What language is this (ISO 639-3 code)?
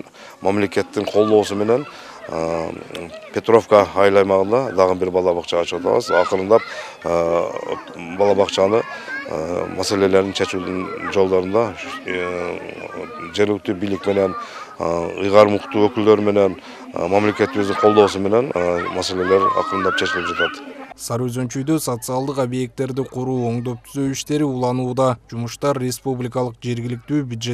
kir